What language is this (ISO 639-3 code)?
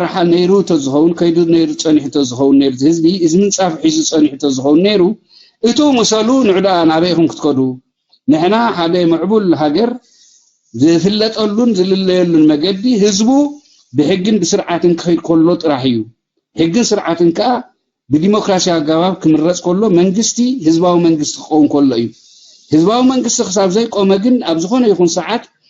tir